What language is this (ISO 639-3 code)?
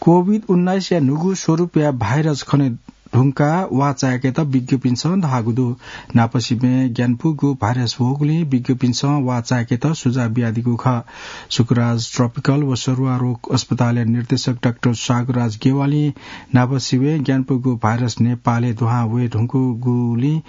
new